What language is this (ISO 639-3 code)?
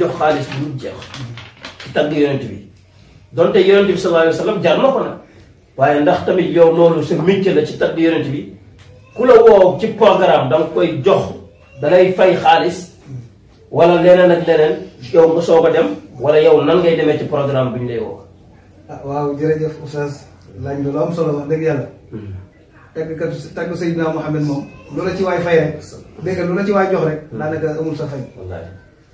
wol